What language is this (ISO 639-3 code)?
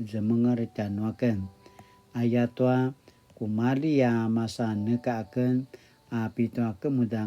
pwn